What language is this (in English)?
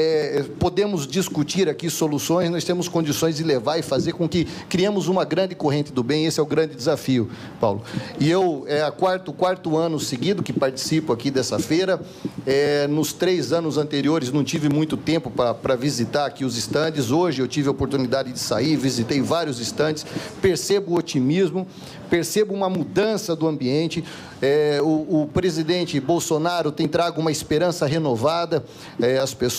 Portuguese